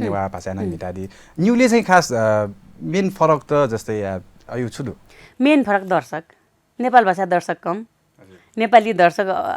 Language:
Newari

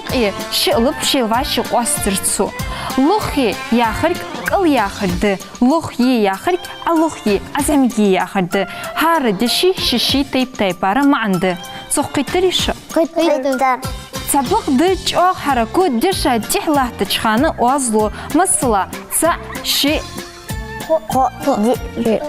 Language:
Ingush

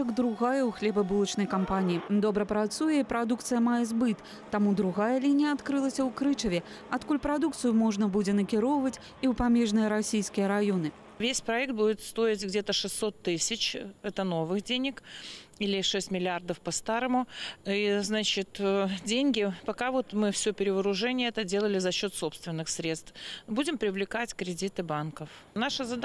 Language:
Belarusian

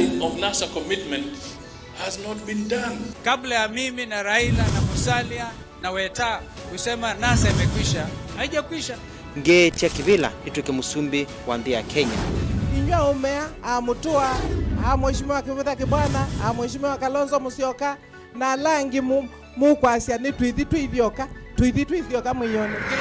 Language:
Kamba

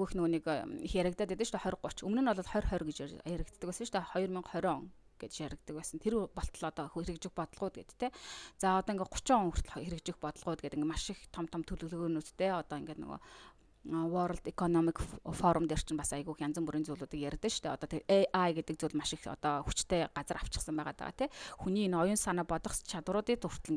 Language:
Mongolian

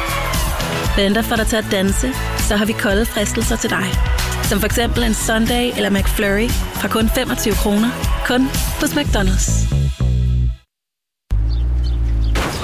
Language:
Danish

